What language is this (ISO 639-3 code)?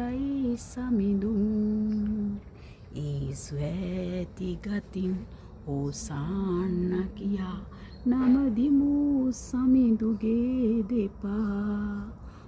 sin